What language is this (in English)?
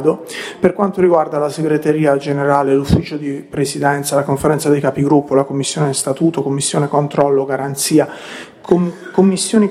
Italian